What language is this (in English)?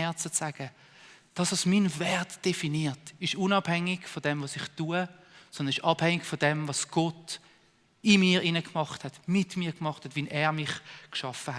Swiss German